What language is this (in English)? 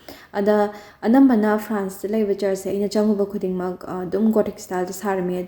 Manipuri